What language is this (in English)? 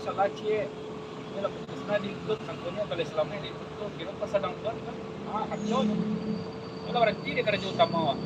Minangkabau